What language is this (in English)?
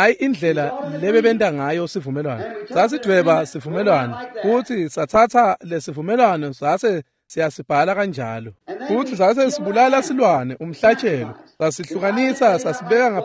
Swati